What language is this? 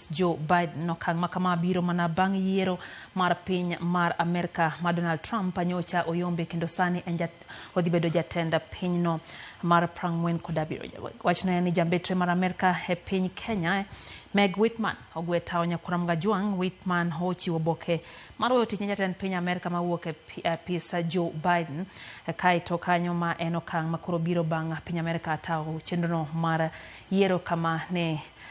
Luo (Kenya and Tanzania)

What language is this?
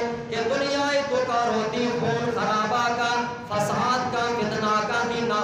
Eastern Balochi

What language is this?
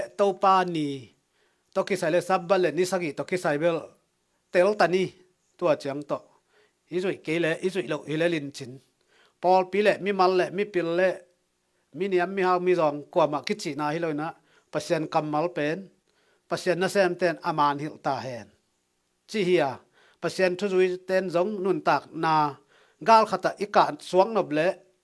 Tedim Chin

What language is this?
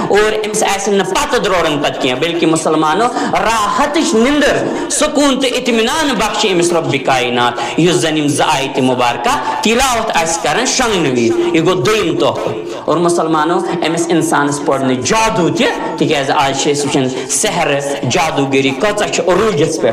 Kashmiri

